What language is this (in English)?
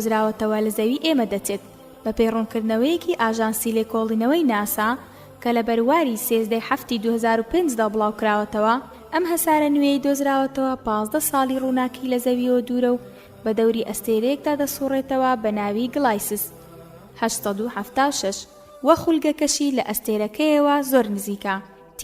Central Kurdish